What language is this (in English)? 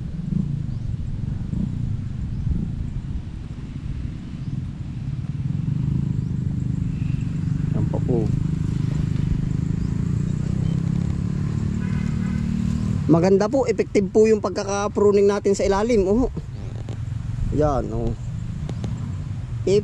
Filipino